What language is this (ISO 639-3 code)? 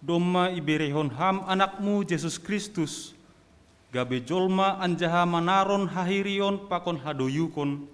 bts